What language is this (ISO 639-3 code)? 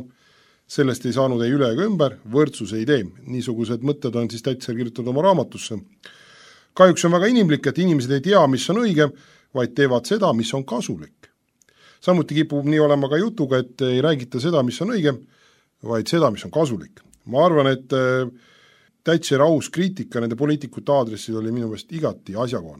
est